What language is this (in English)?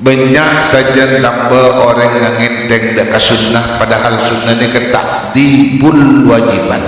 Madurese